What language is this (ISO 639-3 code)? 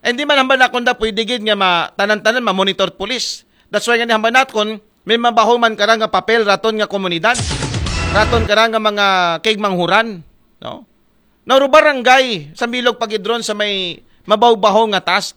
akl